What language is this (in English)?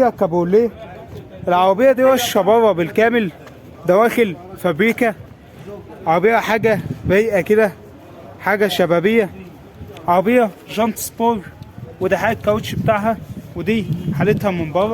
Egyptian Arabic